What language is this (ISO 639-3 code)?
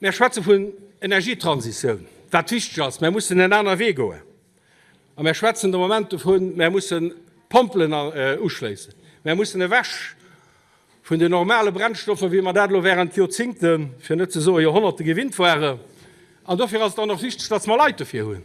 ltz